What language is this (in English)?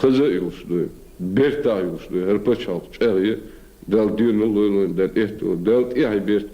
Chechen